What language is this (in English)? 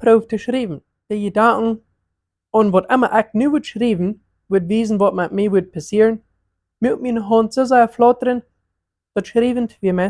Plautdietsch